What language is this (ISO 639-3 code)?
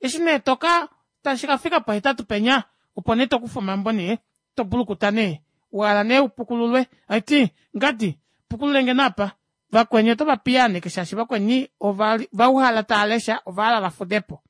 kua